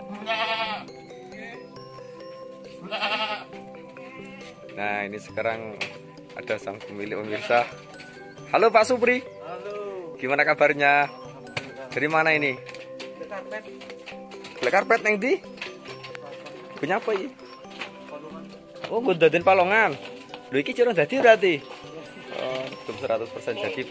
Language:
Indonesian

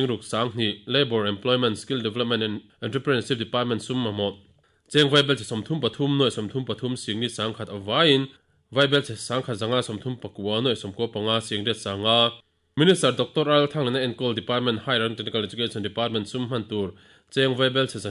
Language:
Mizo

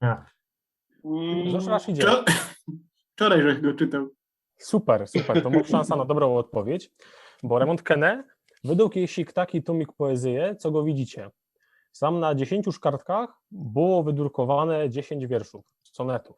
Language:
Silesian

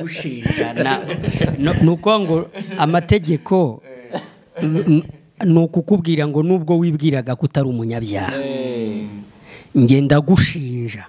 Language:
Kinyarwanda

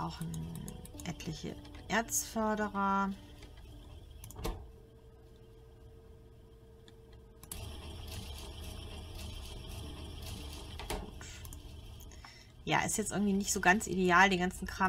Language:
German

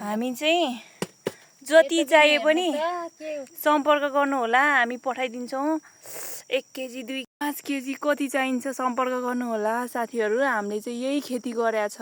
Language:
Nepali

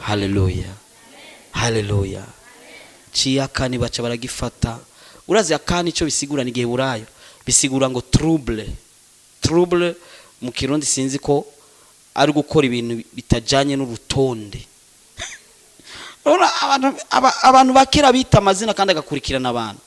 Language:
Rundi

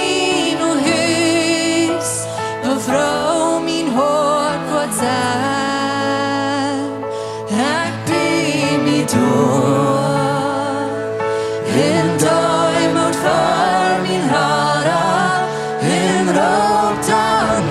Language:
Plautdietsch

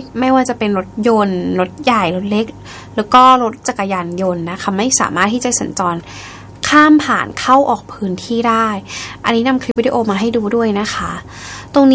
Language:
Thai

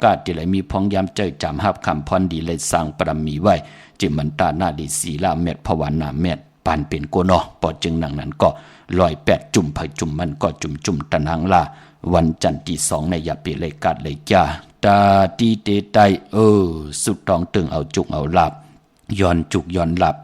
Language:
Shan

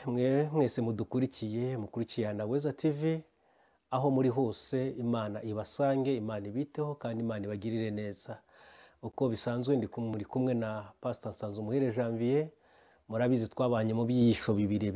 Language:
Kinyarwanda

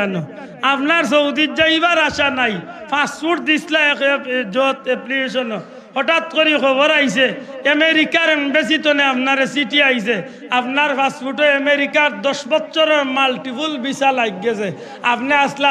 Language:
Sylheti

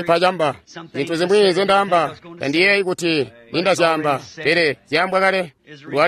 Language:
Tonga (Zambia)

